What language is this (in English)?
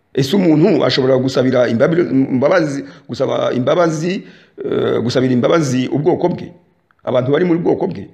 Kinyarwanda